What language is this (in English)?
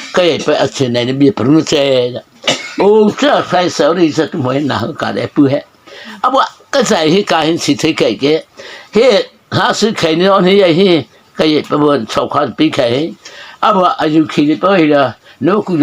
Mara Chin